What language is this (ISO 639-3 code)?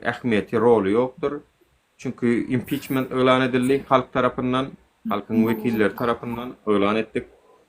tuk